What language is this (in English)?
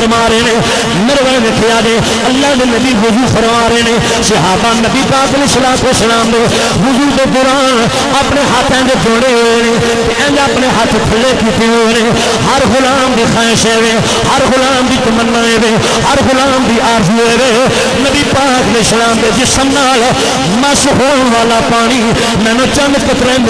Urdu